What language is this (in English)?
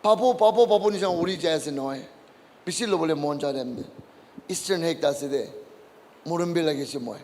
Naga Pidgin